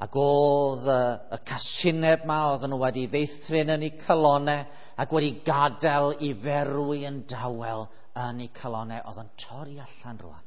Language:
Welsh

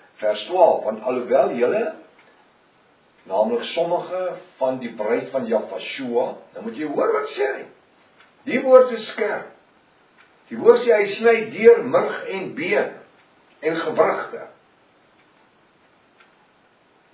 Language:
Afrikaans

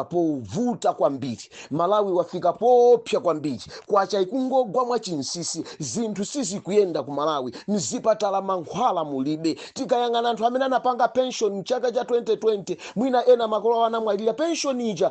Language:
Nyanja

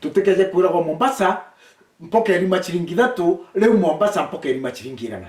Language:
Meru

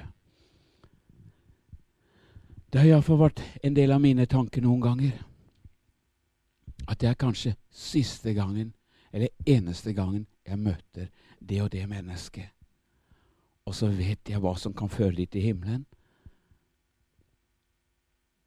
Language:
Norwegian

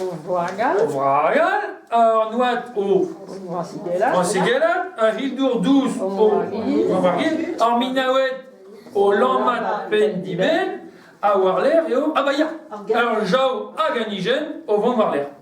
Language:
Breton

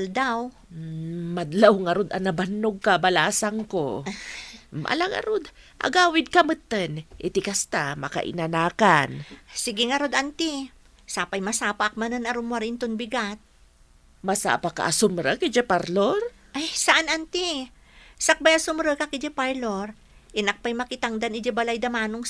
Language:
Iloko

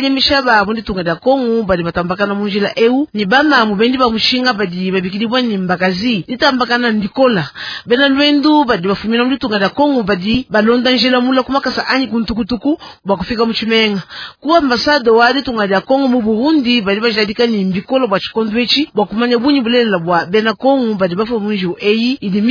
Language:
Luba-Lulua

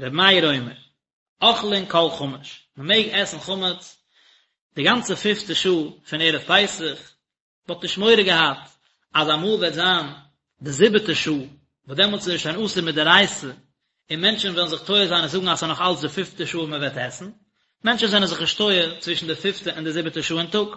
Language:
Yiddish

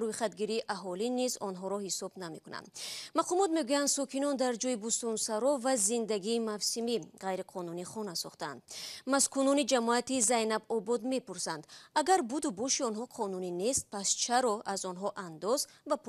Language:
Tajik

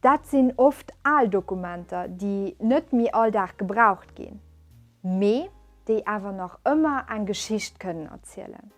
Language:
Luxembourgish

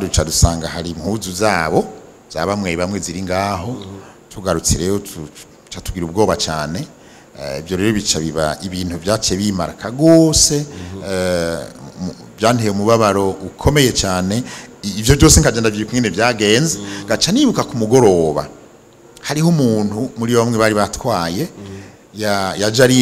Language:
Rundi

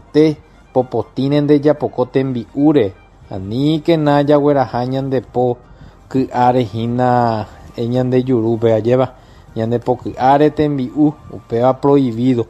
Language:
Guarani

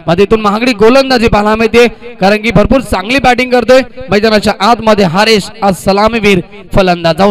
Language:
Marathi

